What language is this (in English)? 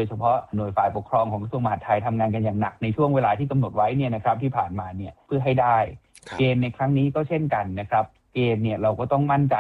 Thai